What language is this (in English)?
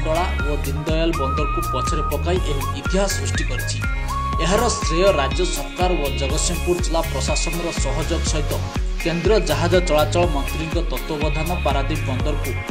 Odia